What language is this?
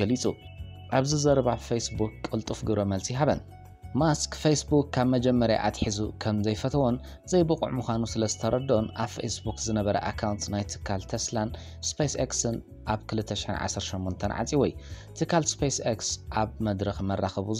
Tigrinya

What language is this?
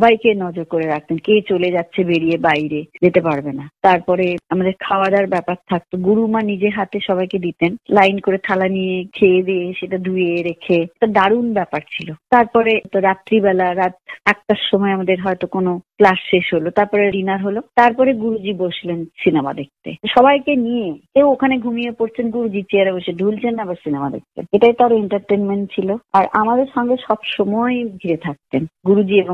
Bangla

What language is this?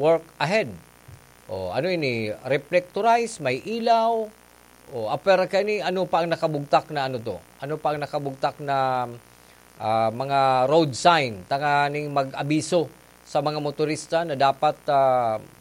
Bikol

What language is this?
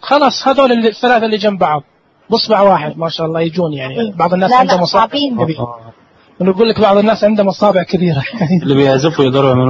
Najdi Arabic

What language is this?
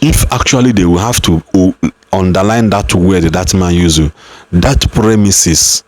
Igbo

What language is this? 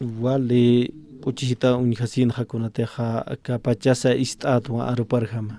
Aymara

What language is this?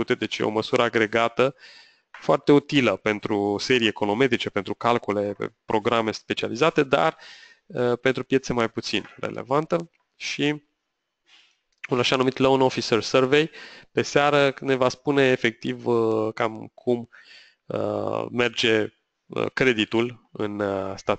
Romanian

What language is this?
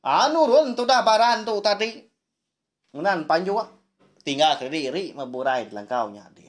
Iban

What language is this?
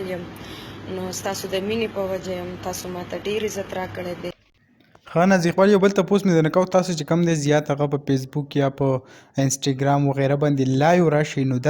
Pashto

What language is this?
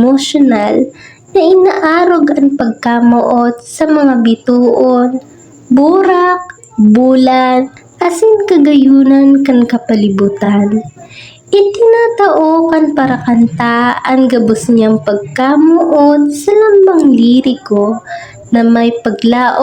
Bikol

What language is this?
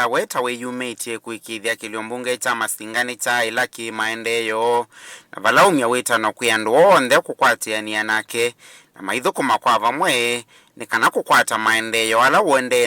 Kamba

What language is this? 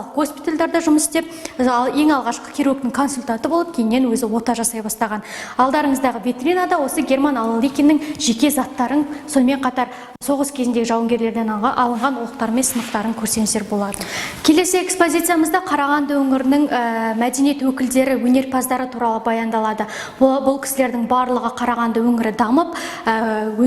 Kazakh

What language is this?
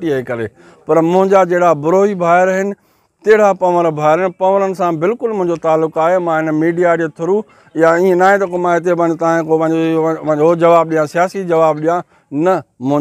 Sindhi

